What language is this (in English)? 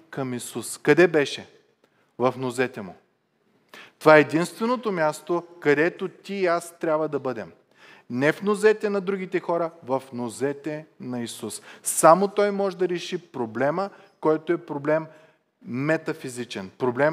Bulgarian